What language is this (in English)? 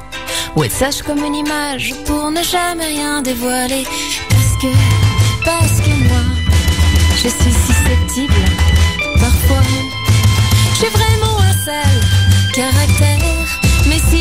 French